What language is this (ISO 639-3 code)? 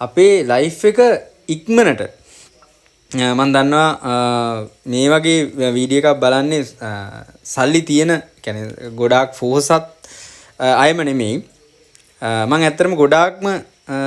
sin